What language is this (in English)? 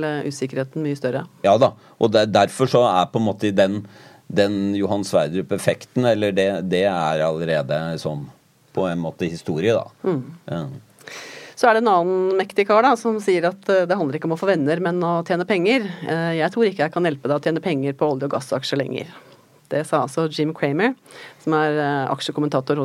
Norwegian